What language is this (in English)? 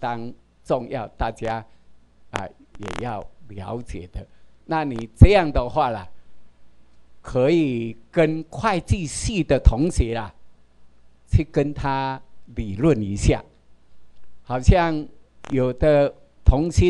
Chinese